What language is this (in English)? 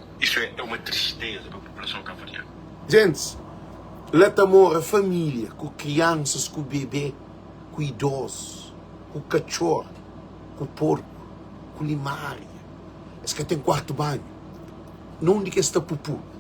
Kabuverdianu